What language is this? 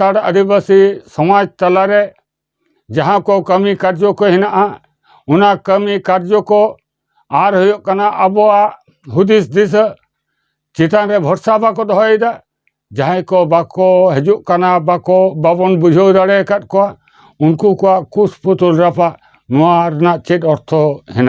Santali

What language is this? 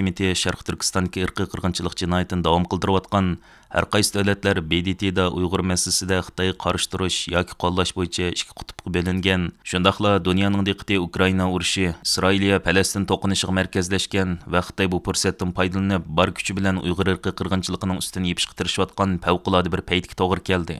Uyghur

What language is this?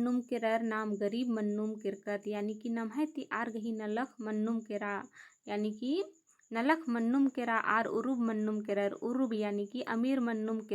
Kurukh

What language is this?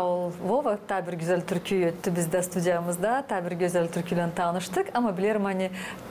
Gagauz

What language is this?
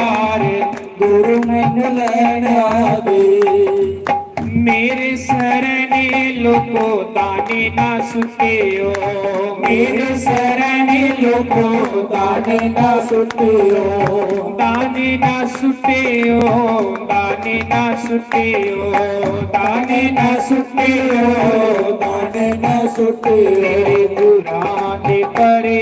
Dogri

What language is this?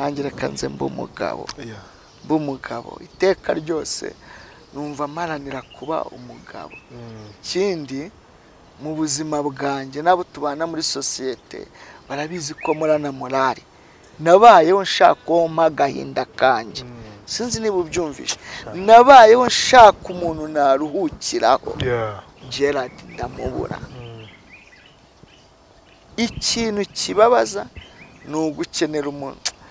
Kinyarwanda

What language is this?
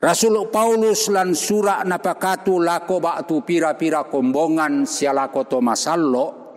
Toraja-Sa'dan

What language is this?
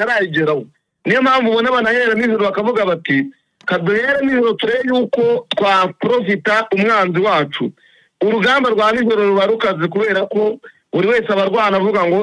Kinyarwanda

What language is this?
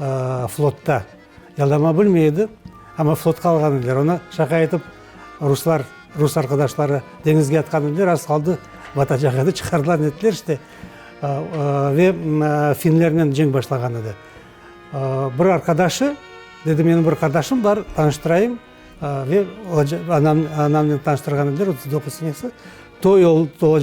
Crimean Tatar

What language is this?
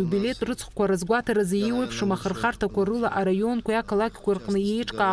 Abkhazian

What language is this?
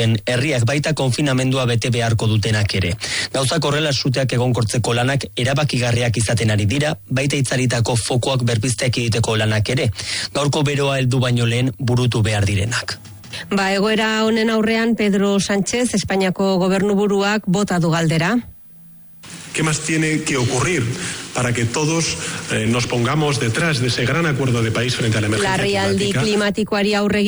Basque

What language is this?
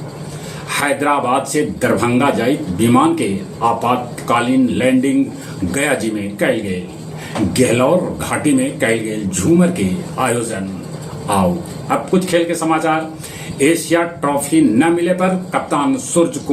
Magahi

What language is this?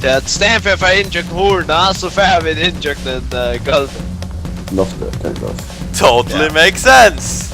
Faroese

